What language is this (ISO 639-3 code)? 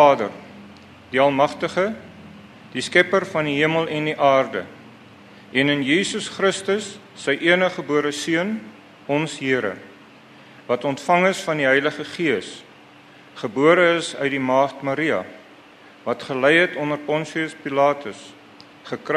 afr